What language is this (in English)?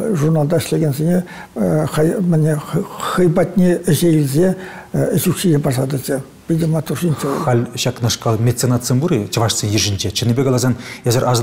Chuvash